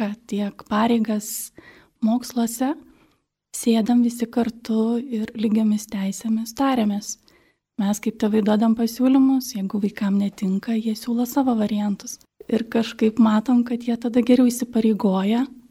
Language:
Lithuanian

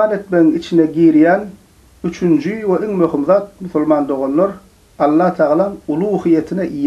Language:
Turkmen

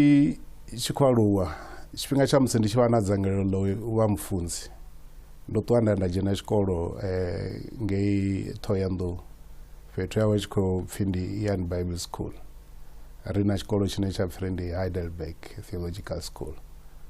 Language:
Venda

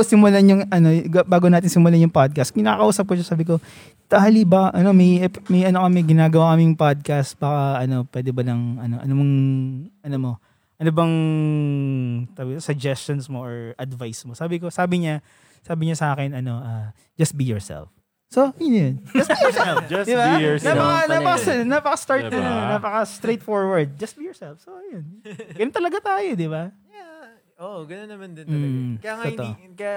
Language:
Filipino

